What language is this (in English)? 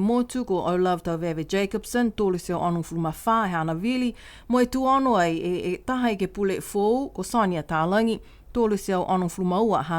Niuean